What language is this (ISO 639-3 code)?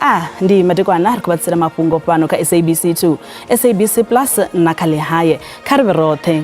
ven